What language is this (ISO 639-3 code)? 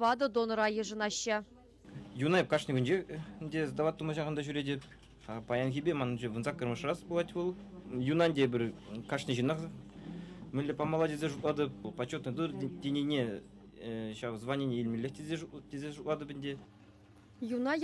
chv